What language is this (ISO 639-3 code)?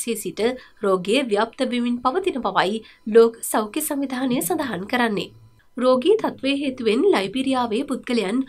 sin